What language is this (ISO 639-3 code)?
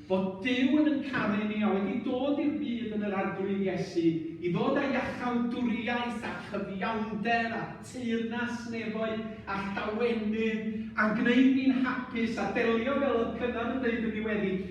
cym